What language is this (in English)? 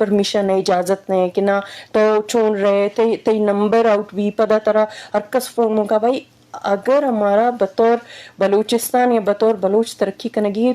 Eastern Balochi